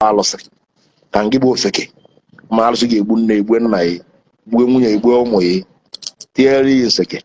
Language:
Igbo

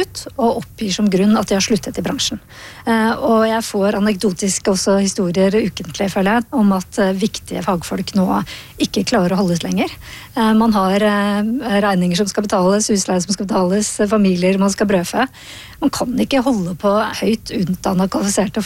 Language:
Norwegian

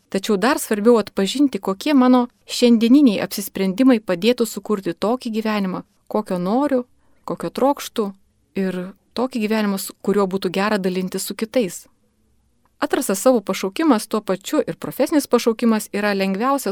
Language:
Lithuanian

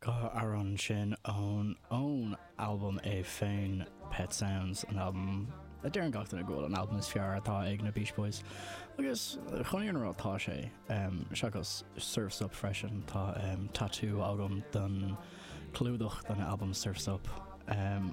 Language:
Irish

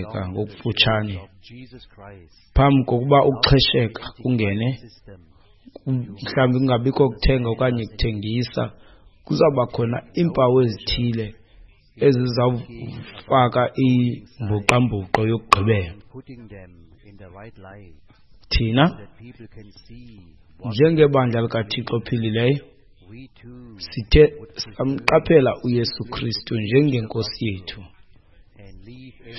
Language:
Xhosa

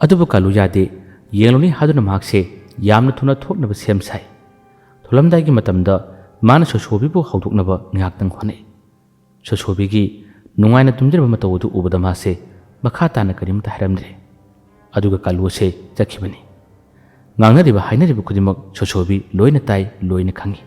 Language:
Manipuri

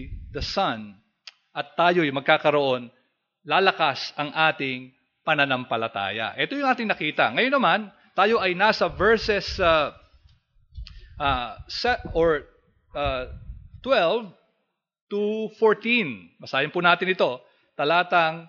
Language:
Filipino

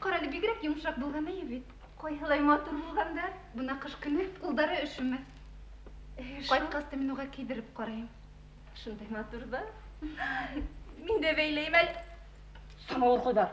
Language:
Bashkir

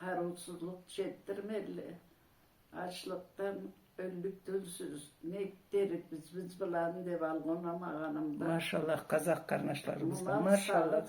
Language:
Karachay-Balkar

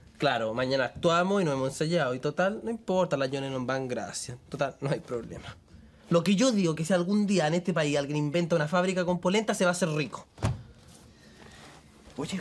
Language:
Spanish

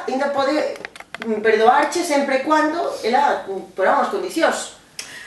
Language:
Galician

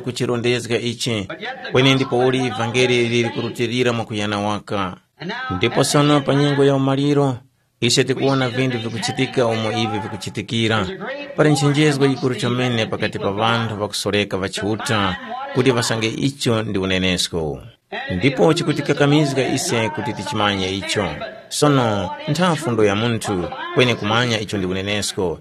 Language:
Tumbuka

